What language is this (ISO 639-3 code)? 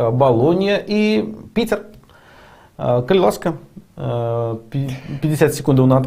bel